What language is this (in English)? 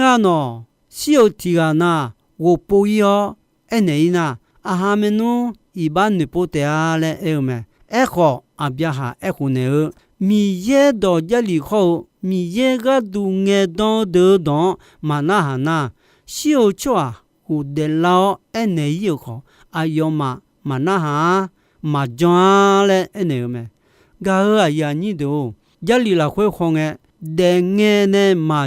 Akha